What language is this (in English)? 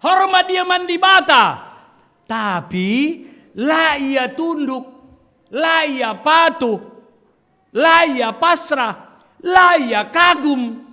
Batak Karo